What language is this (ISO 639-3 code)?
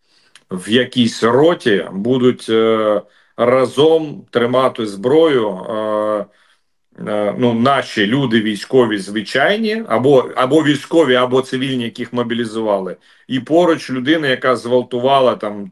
ukr